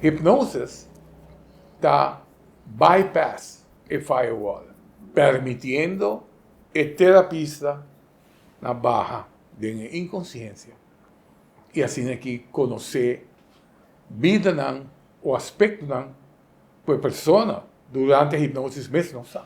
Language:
Papiamento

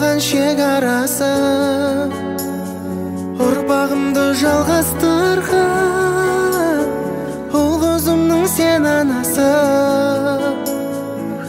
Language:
Kazakh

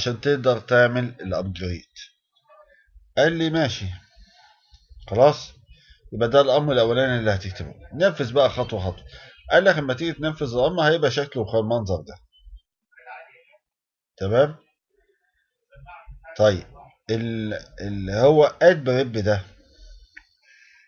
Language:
Egyptian Arabic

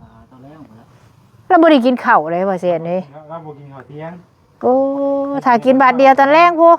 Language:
Northeastern Thai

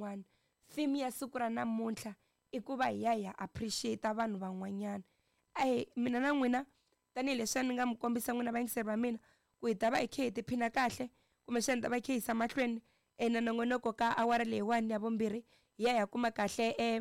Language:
Tsonga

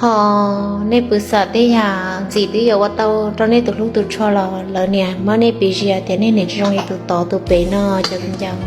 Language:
Hmong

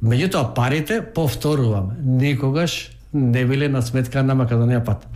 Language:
Macedonian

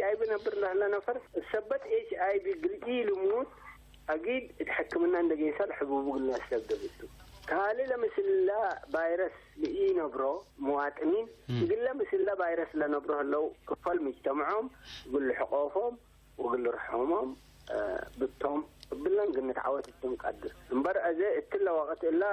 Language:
Tigre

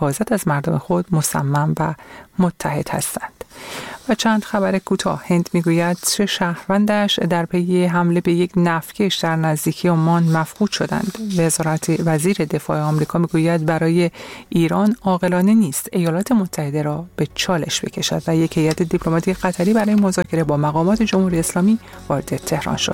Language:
Persian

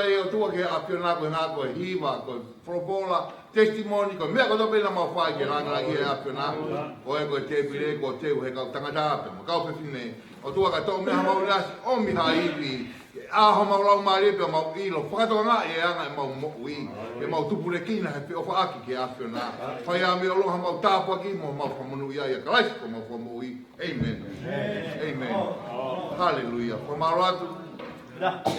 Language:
Tongan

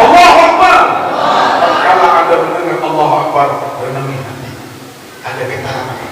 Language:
Sasak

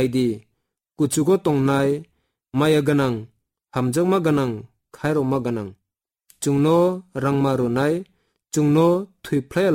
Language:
Kok Borok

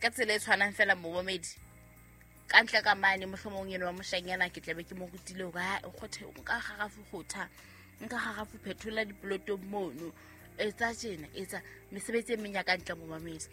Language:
Southern Sotho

